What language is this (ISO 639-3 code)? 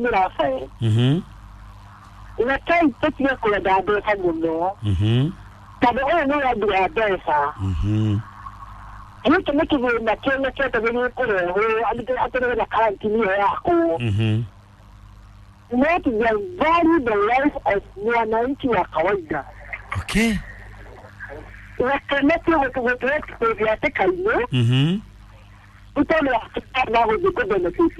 kik